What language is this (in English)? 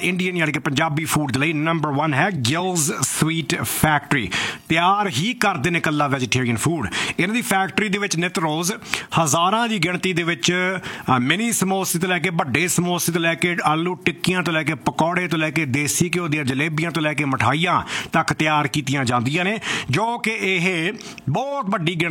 Punjabi